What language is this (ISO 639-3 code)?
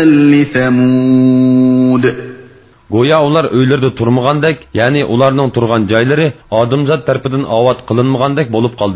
uig